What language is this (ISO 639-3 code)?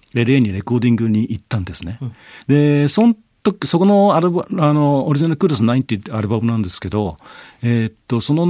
jpn